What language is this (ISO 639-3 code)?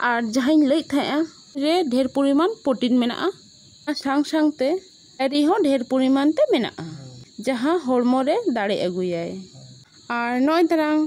sat